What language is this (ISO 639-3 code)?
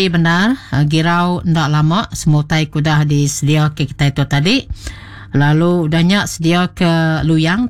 iba